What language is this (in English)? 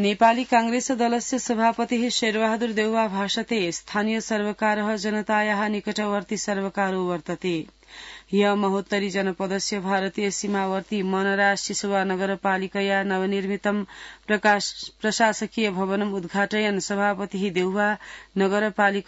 Sanskrit